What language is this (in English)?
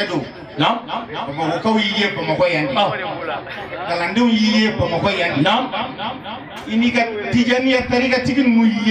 Bambara